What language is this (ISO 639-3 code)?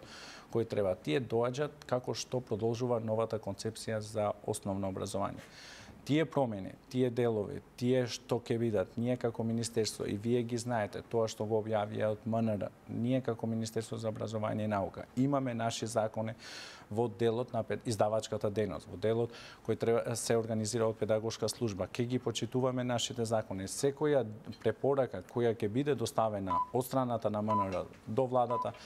mkd